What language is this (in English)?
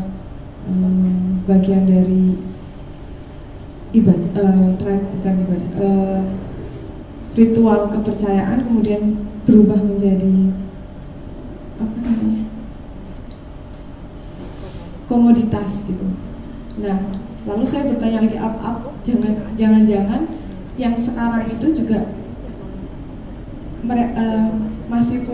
Indonesian